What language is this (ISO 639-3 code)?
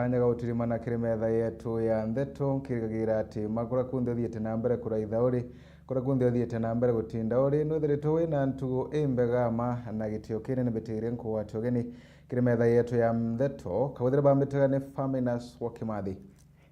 mer